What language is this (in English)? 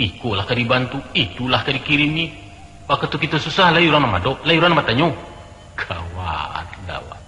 Minangkabau